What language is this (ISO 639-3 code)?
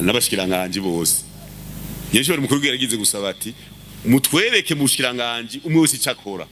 run